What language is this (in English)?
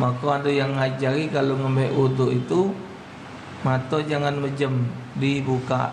Musi